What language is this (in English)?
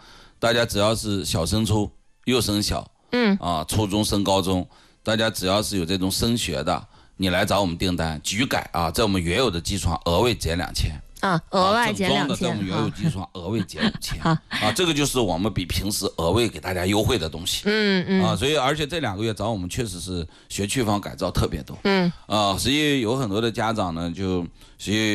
Chinese